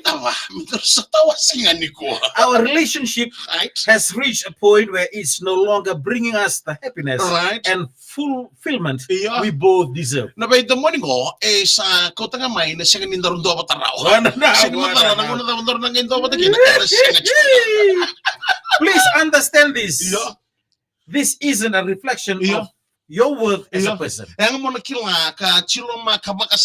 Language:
Fijian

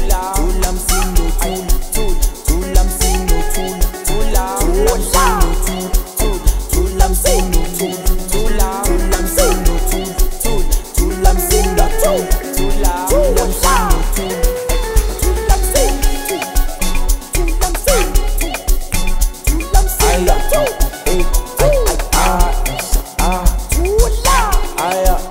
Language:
Swahili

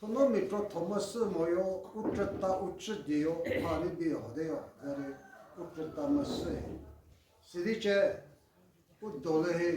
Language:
Chokri Naga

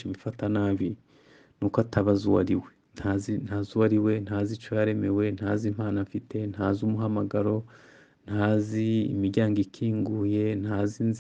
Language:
Kinyarwanda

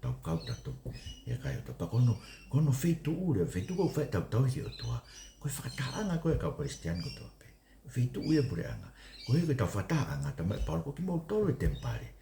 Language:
Tongan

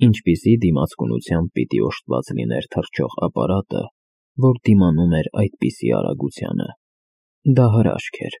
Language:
Armenian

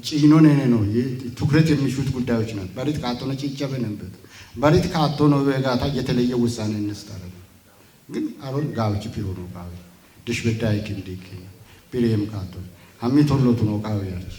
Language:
Kafa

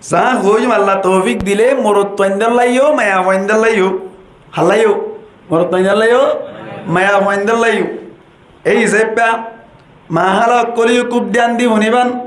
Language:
Rohingya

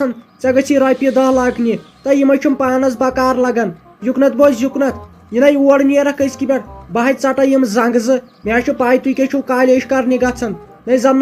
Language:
Kashmiri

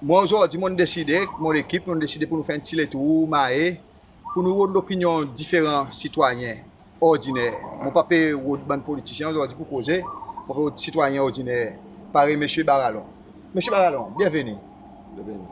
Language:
Seselwa Creole French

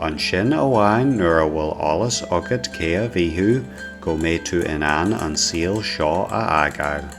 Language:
Irish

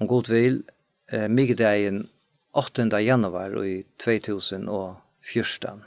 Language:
Faroese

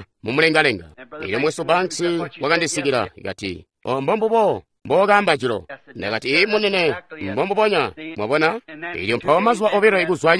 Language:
Tonga (Zambia)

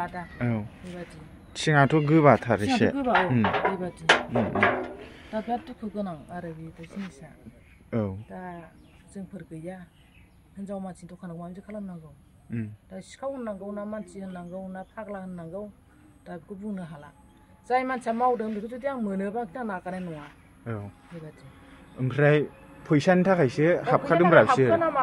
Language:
Bodo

